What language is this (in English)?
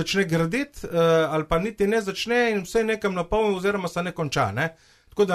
Slovenian